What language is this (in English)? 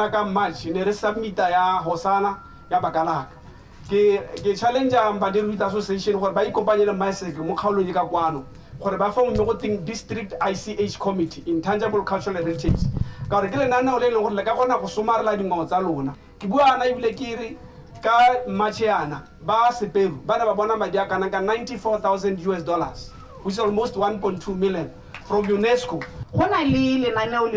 Tswana